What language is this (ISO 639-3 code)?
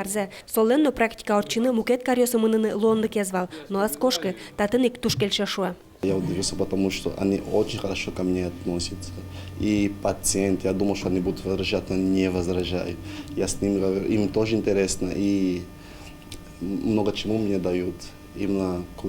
udm